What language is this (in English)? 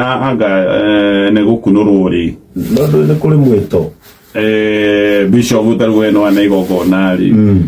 Kikuyu